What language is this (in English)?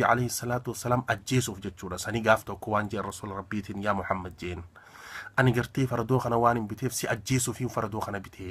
Oromo